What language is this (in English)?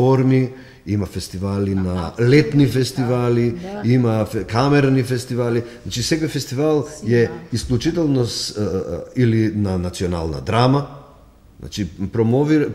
Macedonian